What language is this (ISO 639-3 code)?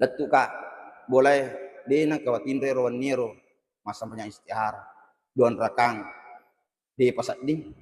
bug